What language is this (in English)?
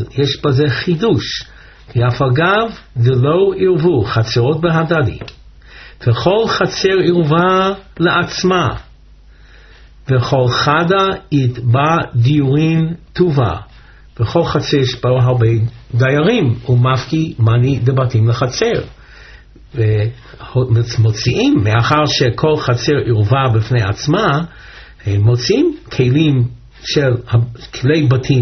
Hebrew